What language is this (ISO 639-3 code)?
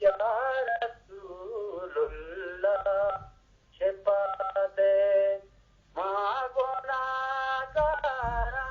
bgp